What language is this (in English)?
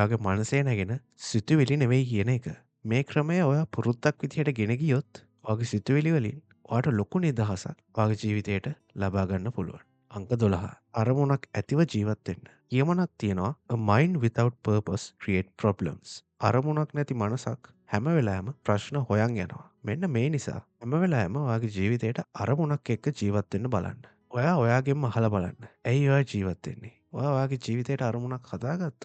Sinhala